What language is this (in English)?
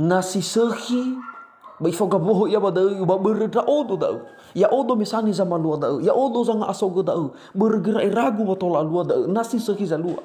Nias